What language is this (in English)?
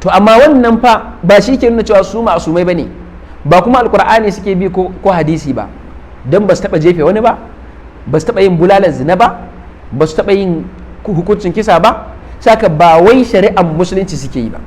Hausa